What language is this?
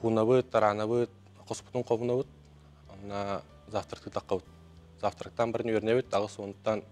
Yakut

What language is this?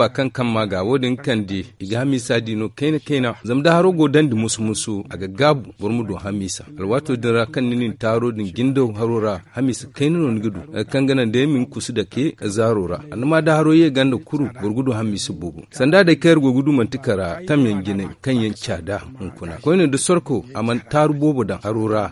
Zarma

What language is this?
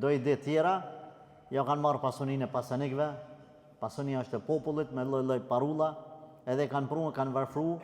Albanian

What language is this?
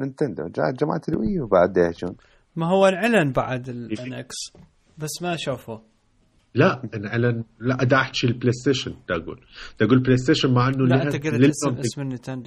Mesopotamian Arabic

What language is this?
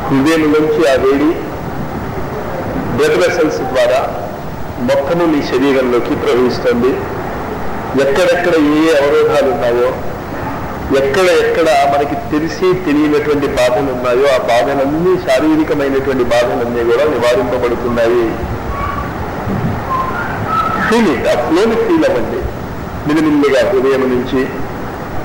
Telugu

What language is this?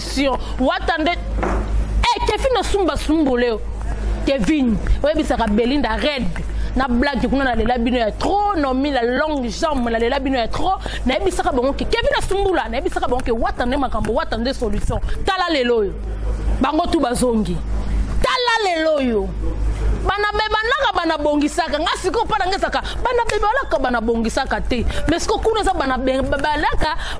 Lingala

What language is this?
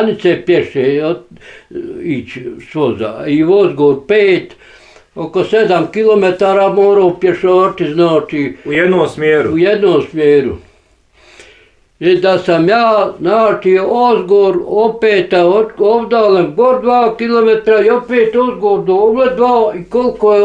Bosnian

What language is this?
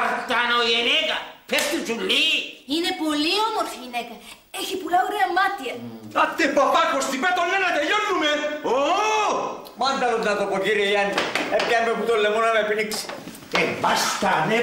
Greek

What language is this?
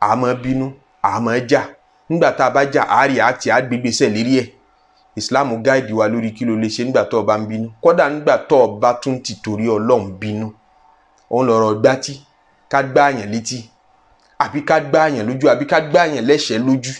Yoruba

